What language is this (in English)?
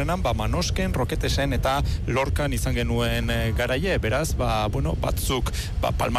Basque